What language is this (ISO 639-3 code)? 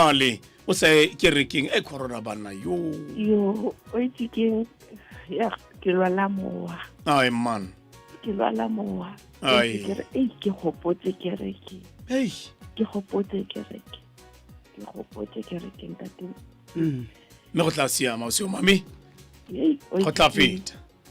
tsn